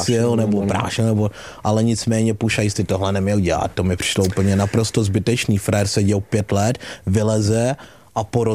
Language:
Czech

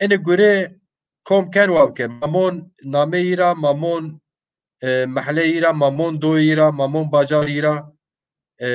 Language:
Zaza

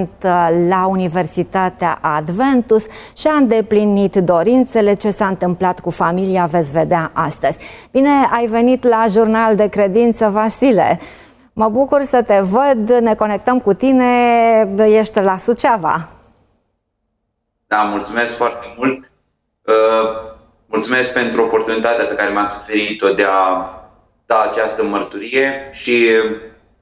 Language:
Romanian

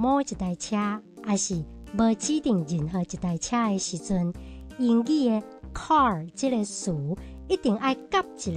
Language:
Min Nan Chinese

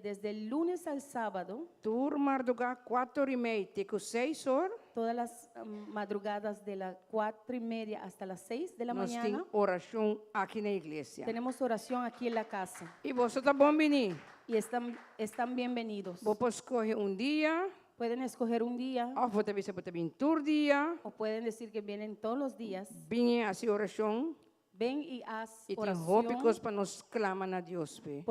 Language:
Papiamento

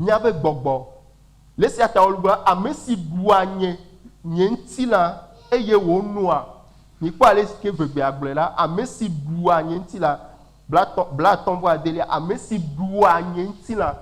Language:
Ewe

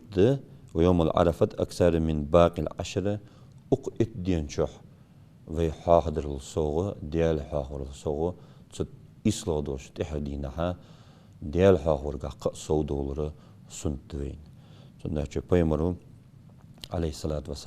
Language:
Ingush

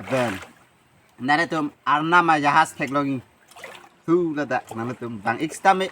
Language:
Karbi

